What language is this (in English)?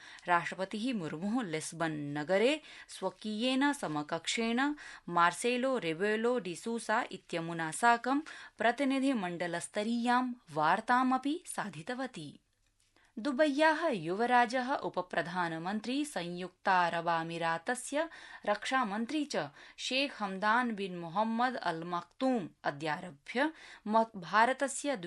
Sanskrit